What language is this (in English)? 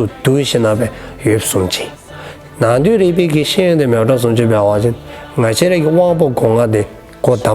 Dzongkha